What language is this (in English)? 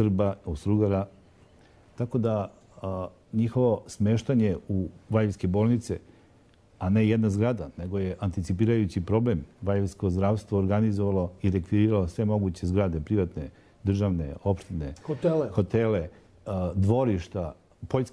Serbian